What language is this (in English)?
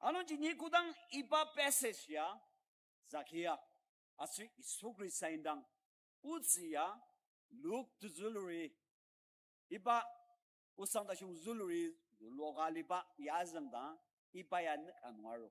Ao Naga